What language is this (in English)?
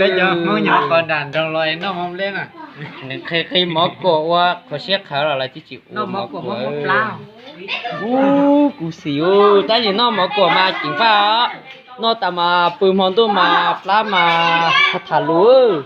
Hmong